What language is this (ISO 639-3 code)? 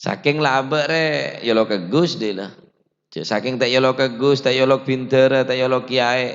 mad